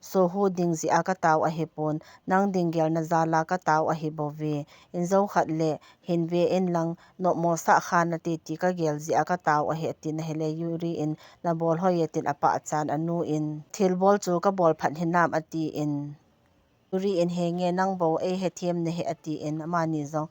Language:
Thado Chin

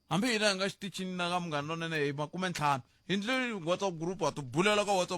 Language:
Tsonga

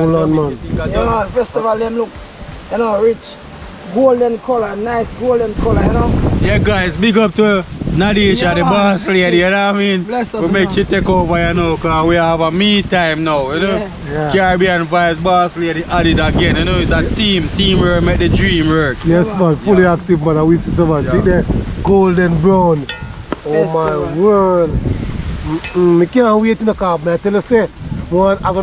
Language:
Jamaican Creole English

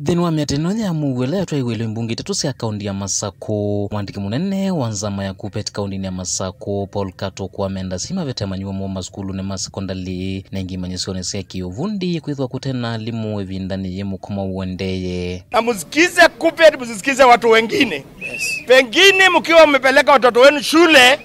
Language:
Kamba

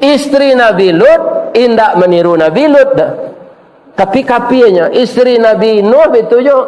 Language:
Minangkabau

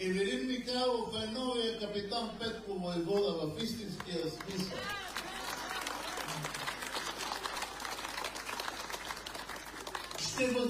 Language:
Bulgarian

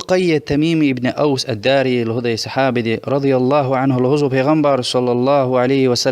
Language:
Lezghian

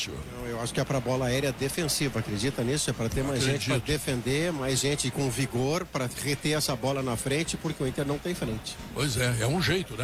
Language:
Portuguese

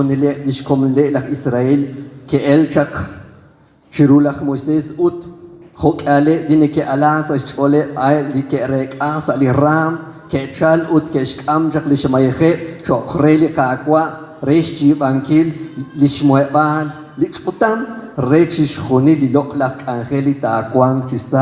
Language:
Kekchí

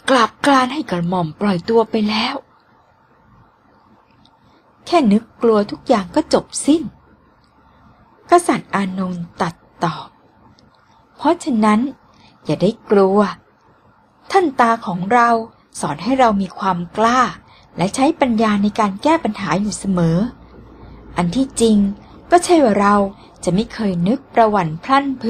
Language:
Thai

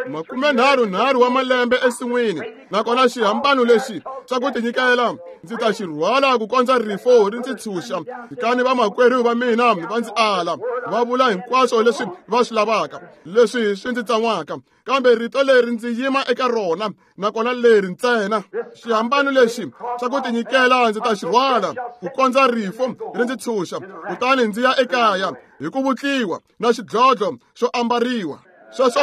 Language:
Tsonga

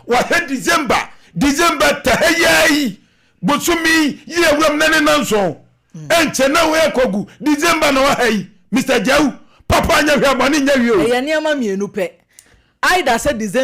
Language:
Akan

